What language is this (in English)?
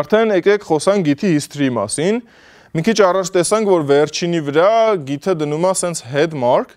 Armenian